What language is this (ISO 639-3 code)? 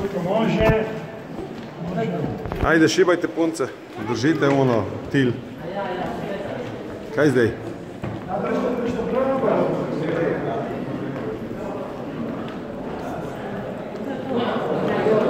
hrv